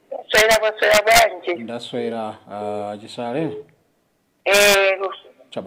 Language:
Nyanja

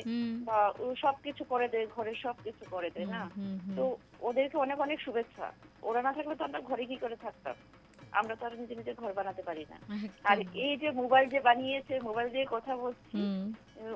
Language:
Bangla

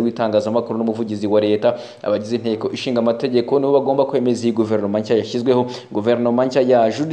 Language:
Kinyarwanda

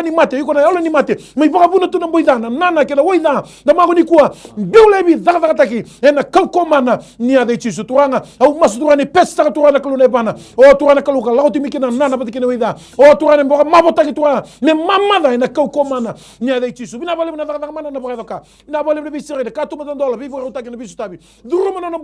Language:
Fijian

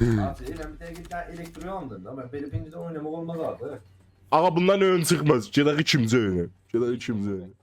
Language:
South Azerbaijani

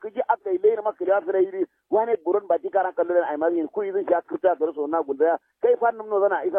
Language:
Kanuri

